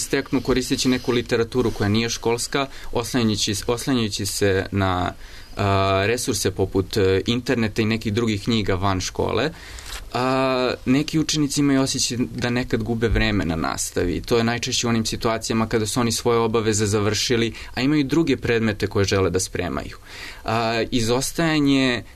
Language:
Serbian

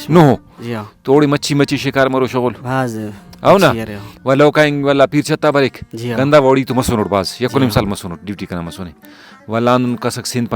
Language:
Brahui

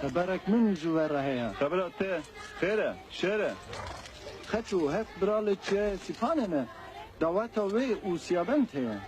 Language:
Kurdish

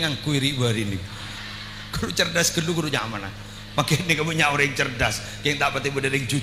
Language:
Madurese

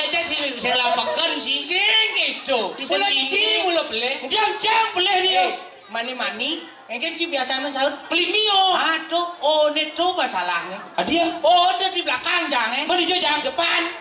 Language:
Balinese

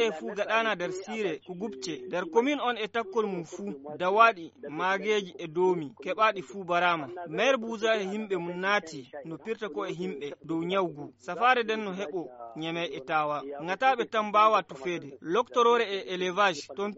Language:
Fula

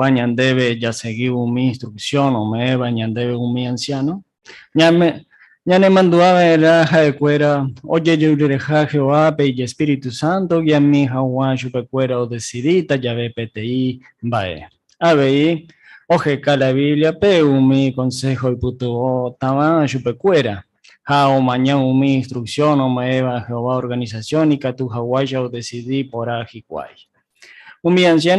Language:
Guarani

